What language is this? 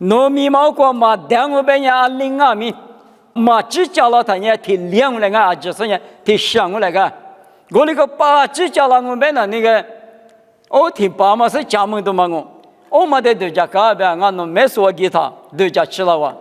Lisu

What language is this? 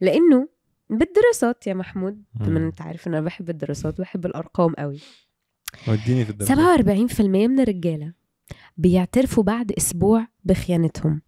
Egyptian Arabic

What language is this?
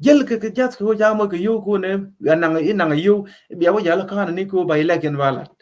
Nuer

